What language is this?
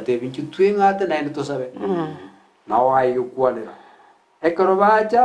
Gusii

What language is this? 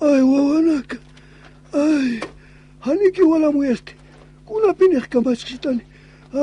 Aymara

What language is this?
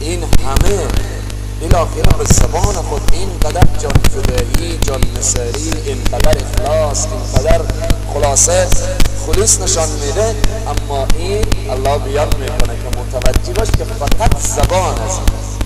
Persian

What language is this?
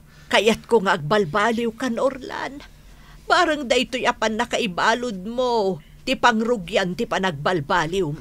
Iloko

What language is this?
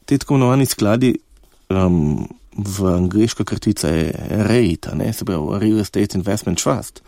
Slovenian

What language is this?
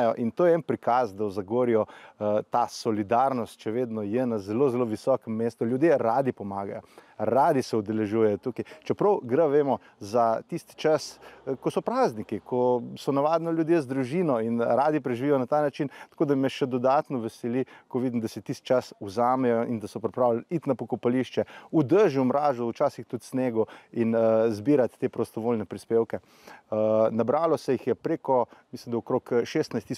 Slovenian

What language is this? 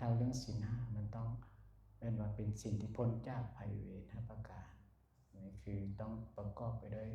Lao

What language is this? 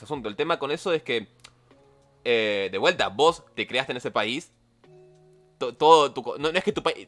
Spanish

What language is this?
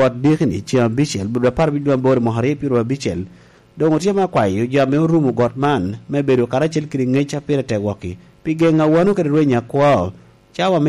Lango (Uganda)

